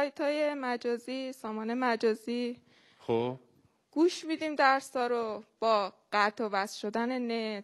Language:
Persian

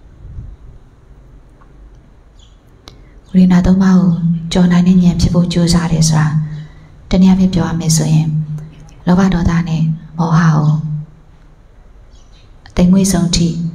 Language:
Burmese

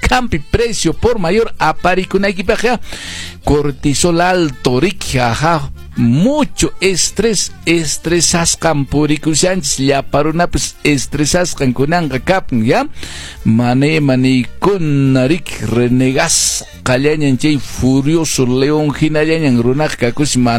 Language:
Quechua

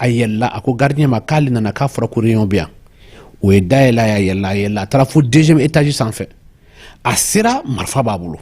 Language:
Bambara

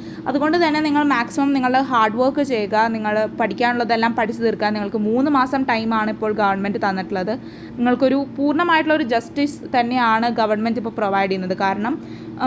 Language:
Malayalam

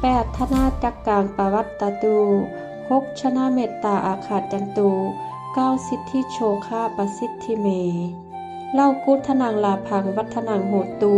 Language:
Pali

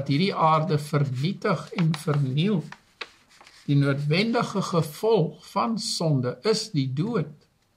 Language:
Afrikaans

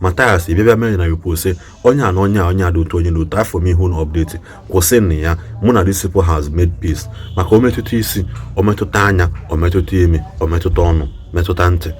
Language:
Igbo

